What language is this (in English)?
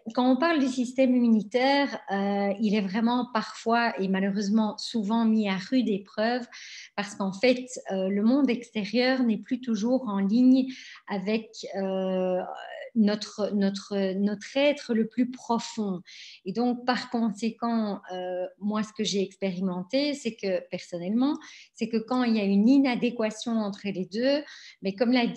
French